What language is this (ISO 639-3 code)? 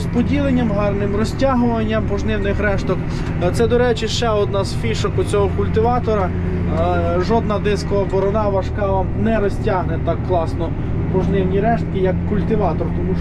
ukr